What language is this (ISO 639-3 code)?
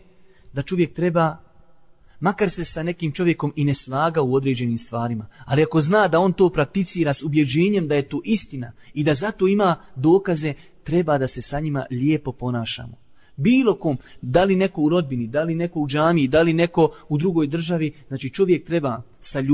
bos